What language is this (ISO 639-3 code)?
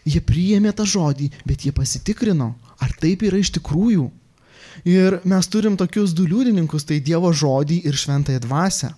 lit